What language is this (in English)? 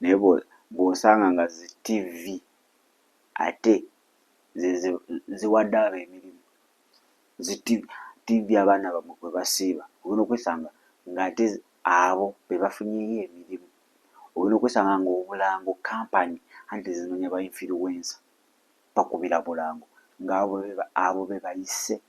Ganda